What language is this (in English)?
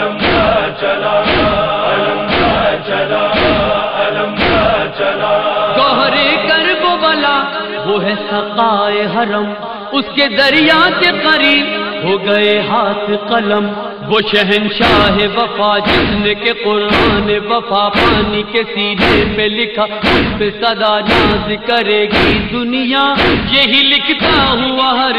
Urdu